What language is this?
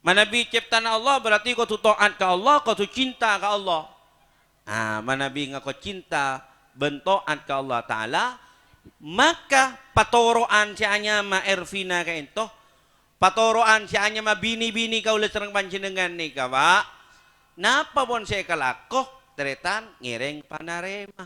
Madurese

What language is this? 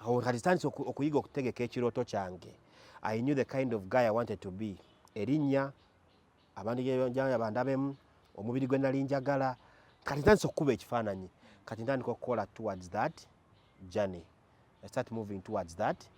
Ganda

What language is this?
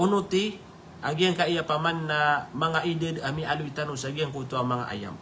Maranao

